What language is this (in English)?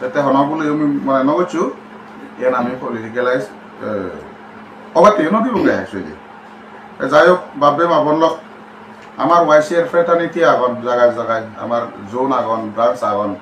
Chakma